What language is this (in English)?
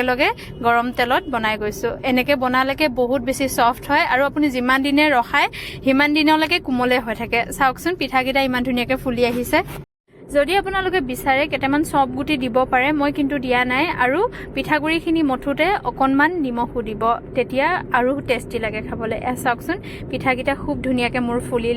Assamese